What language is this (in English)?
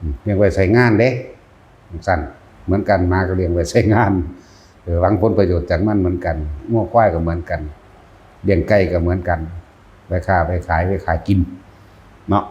Northeastern Thai